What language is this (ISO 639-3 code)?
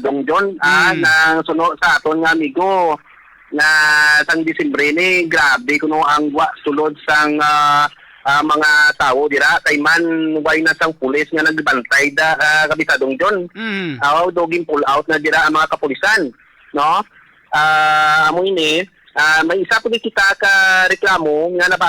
hil